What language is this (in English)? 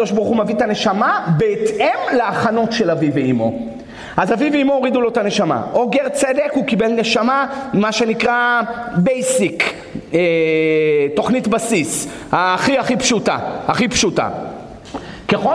Hebrew